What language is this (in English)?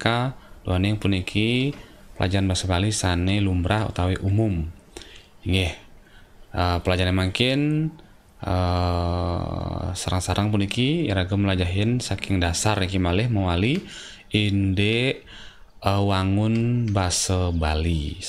Balinese